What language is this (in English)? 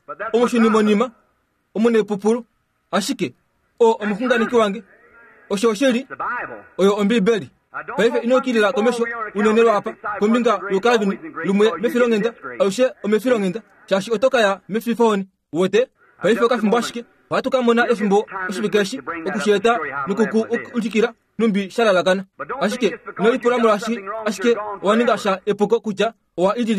Kuanyama